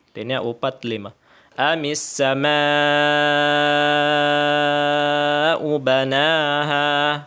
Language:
Tausug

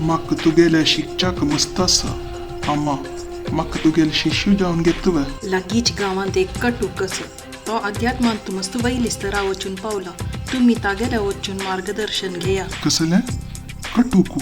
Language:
Konkani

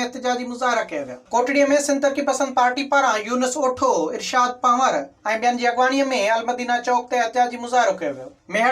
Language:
Sindhi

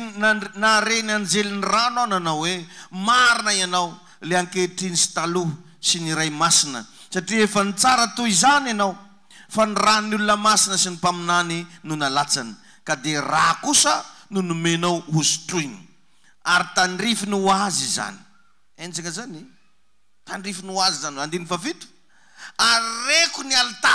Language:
Malagasy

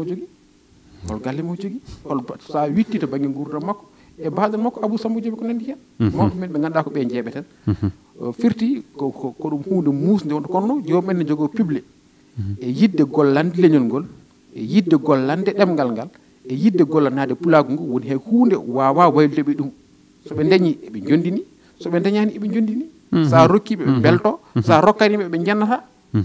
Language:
Fula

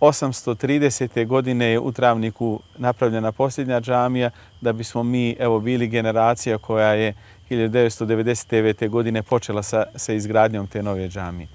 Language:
Bosnian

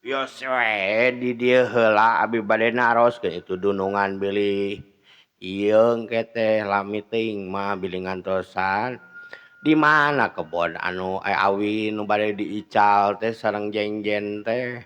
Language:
Sundanese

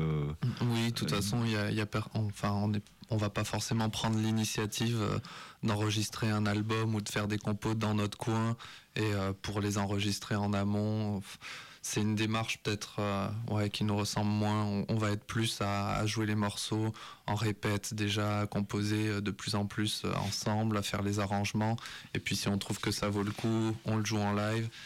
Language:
French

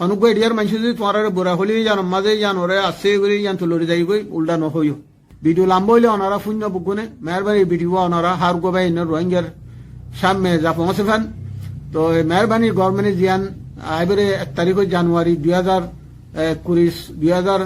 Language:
Rohingya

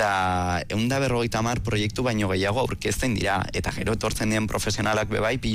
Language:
Basque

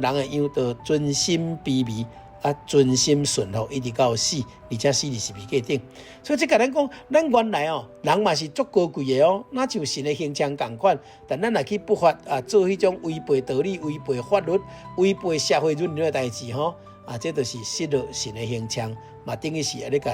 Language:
Min Nan Chinese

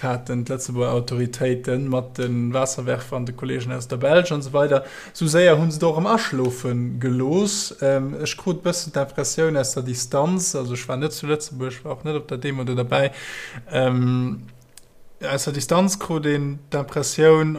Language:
Luxembourgish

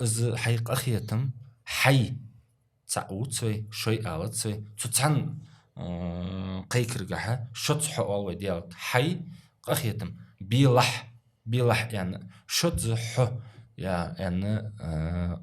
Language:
Ingush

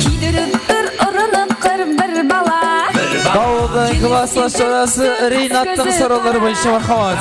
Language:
Kara-Kalpak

